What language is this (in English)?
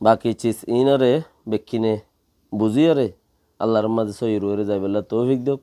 Rohingya